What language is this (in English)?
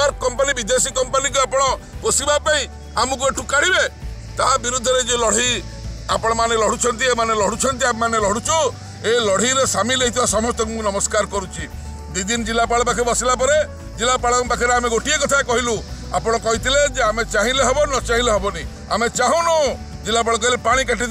Odia